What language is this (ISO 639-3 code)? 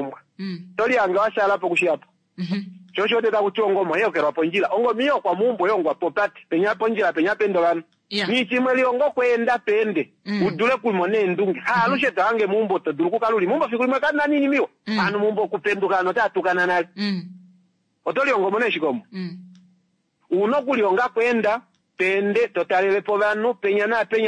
kua